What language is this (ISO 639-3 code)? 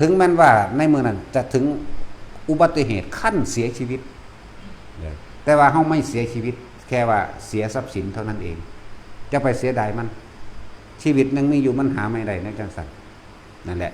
tts